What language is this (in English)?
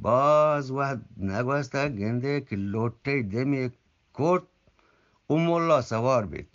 Eastern Balochi